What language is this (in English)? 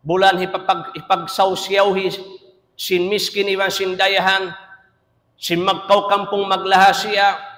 Tausug